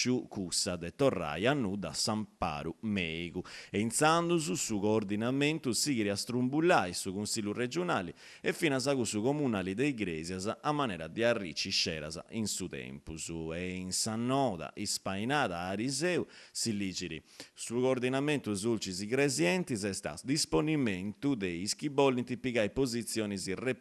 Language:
Sardinian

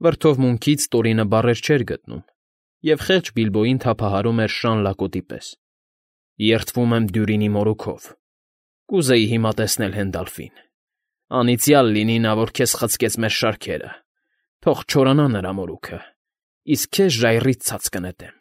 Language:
Armenian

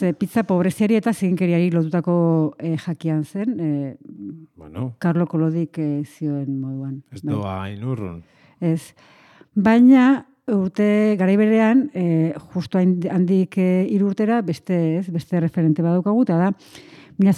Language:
Basque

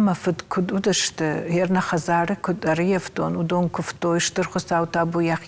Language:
Ossetic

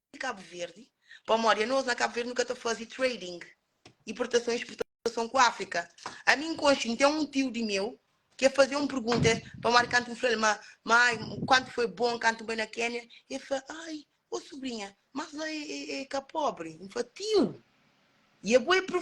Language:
Kabuverdianu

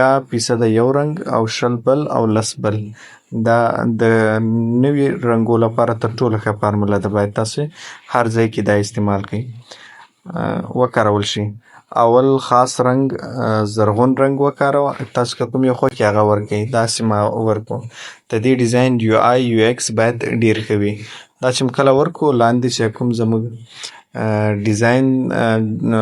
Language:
Pashto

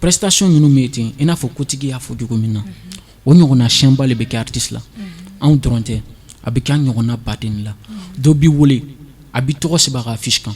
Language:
Bambara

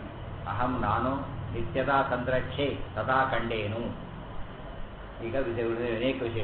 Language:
Kannada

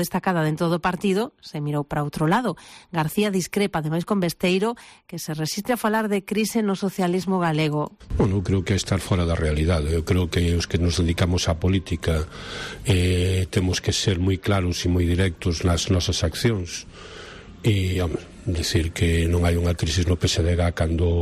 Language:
Galician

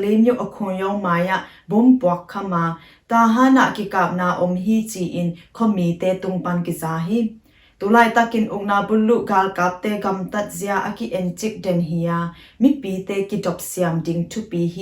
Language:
Tedim Chin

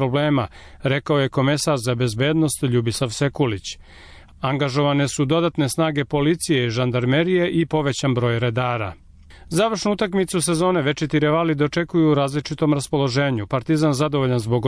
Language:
Serbian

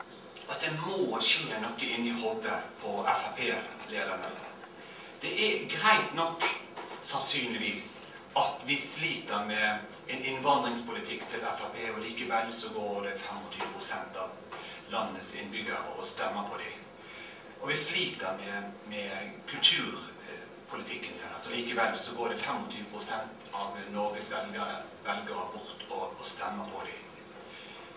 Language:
Norwegian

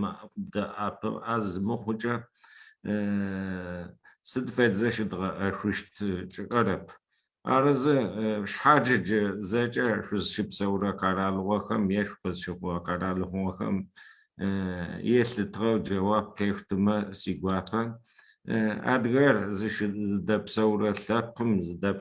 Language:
Adyghe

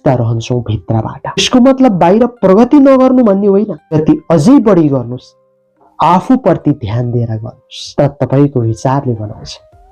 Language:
Nepali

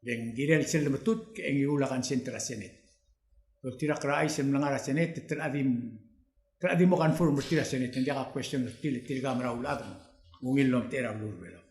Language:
Palauan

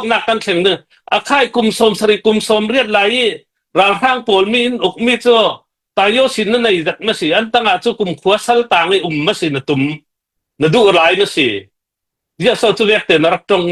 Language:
Hakha Chin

